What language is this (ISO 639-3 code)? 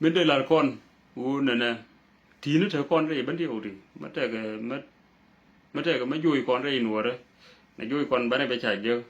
nus